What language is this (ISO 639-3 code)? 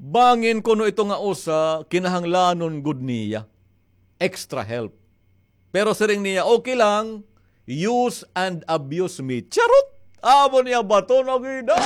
war